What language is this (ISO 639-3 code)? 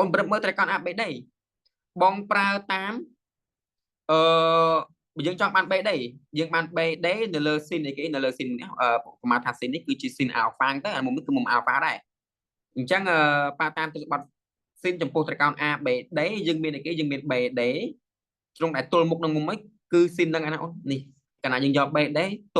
khm